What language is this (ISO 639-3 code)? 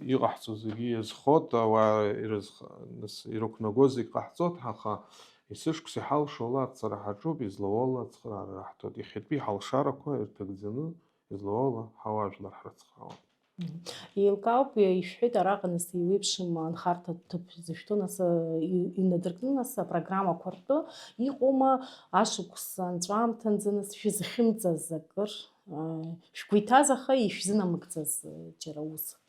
abk